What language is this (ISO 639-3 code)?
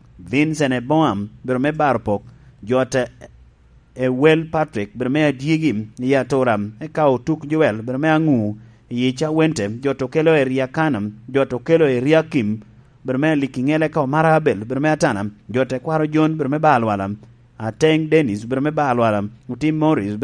laj